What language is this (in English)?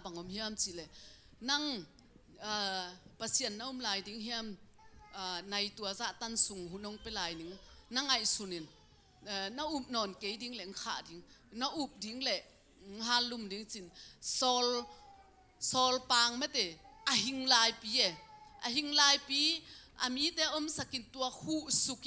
Tedim Chin